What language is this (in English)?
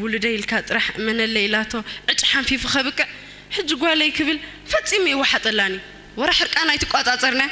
Tigrinya